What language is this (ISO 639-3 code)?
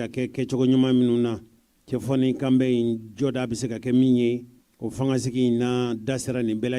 bam